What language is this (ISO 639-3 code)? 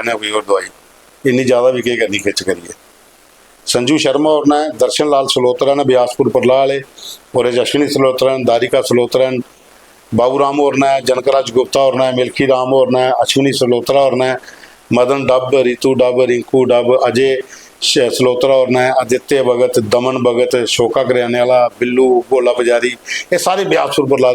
doi